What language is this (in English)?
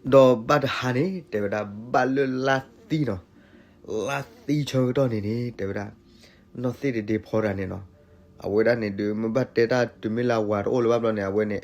S'gaw Karen